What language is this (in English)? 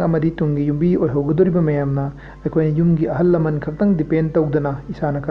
Manipuri